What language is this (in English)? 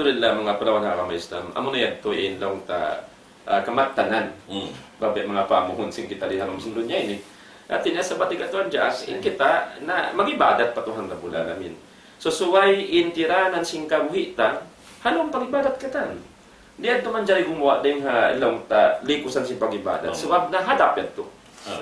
Tausug